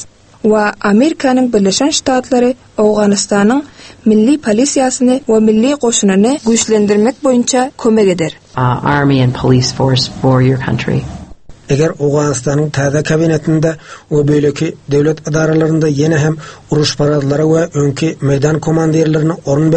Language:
Turkmen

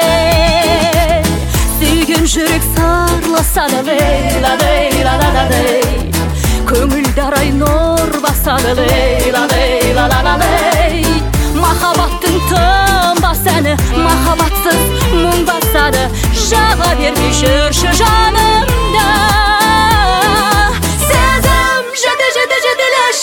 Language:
Kazakh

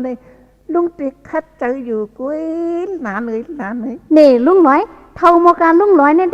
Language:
Shan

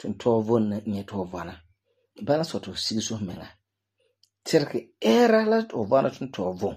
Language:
Frafra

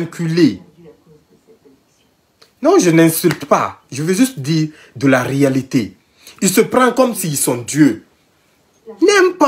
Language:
French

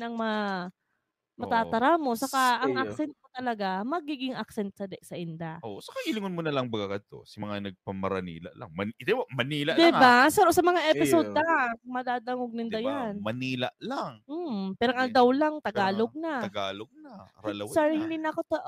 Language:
Bikol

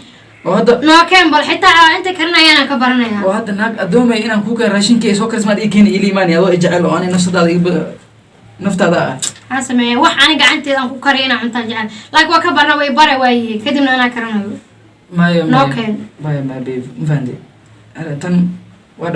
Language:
Somali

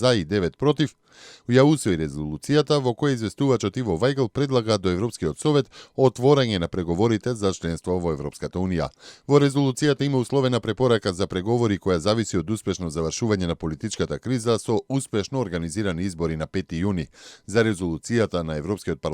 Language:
Macedonian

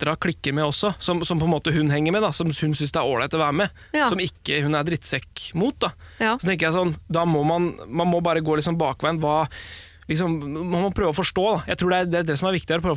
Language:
Norwegian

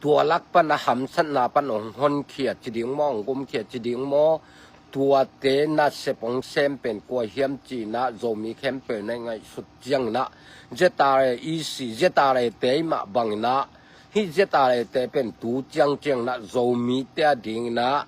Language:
Tedim Chin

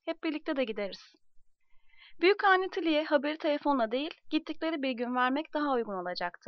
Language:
Turkish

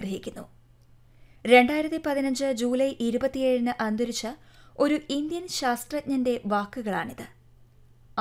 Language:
Malayalam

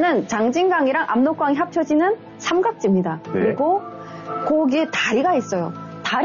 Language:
Korean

